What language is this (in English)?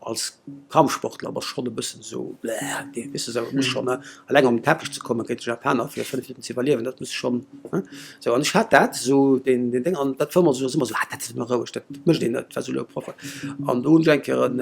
Luxembourgish